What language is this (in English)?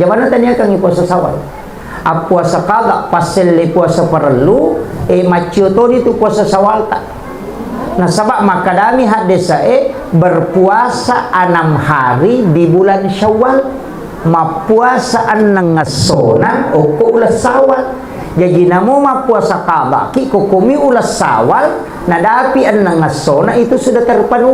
Buginese